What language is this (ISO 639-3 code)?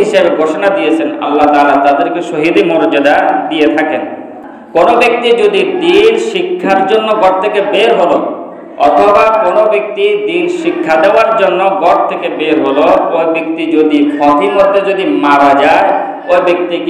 ben